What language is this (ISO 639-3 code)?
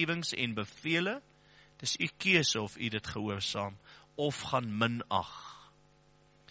afr